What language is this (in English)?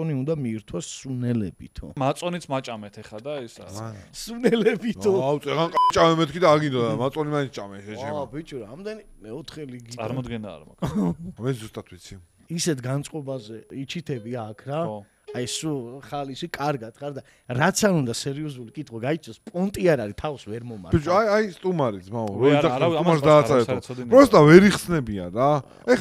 Georgian